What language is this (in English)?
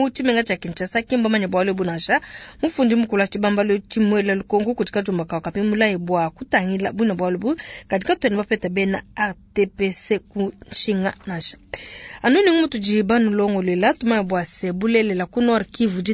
Luba-Lulua